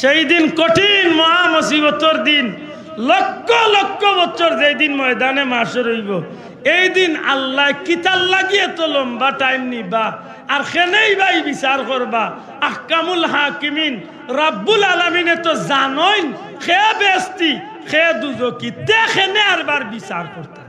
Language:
Sylheti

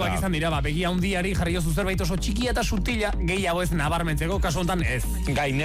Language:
Basque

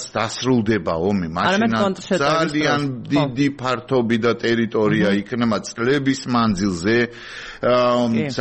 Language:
Georgian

